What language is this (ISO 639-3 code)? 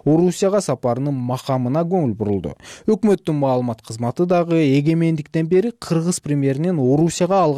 kir